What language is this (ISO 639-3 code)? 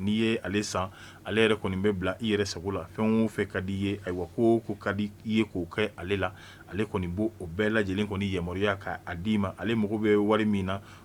bam